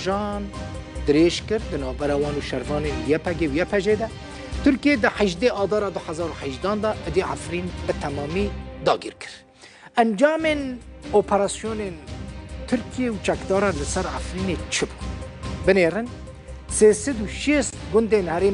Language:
Kurdish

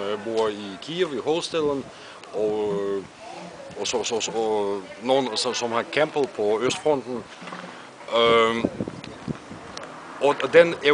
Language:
Danish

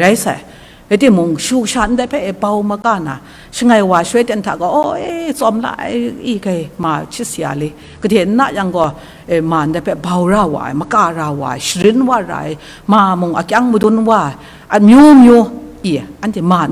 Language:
Kachin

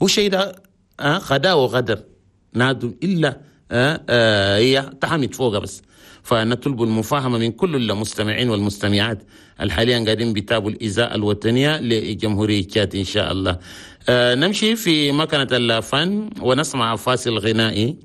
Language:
Chadian Arabic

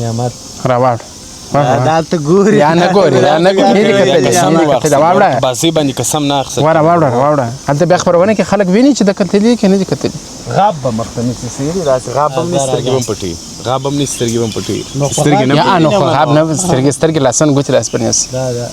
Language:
Pashto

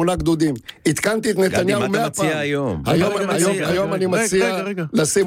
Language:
Hebrew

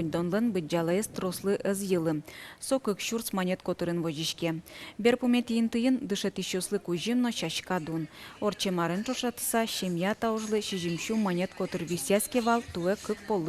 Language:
Udmurt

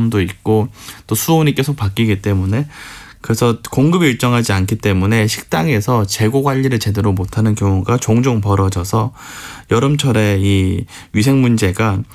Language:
Korean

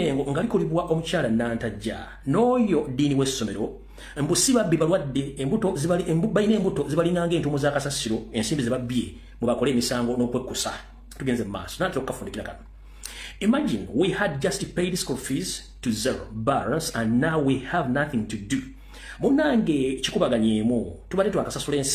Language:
Ganda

